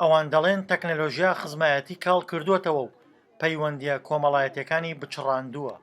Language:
Central Kurdish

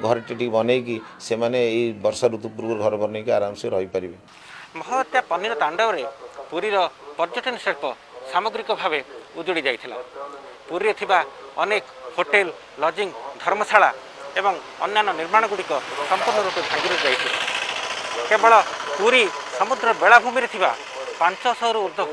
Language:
Odia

